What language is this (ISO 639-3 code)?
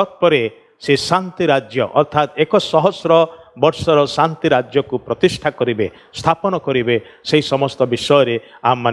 ori